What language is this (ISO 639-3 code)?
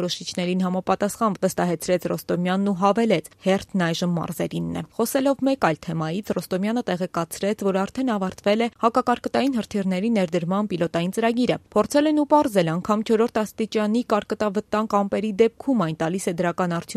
hye